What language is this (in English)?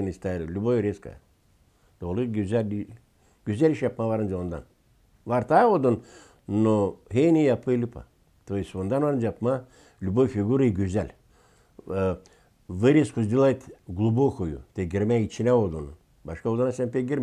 Gagauz